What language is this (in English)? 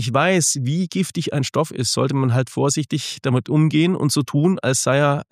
German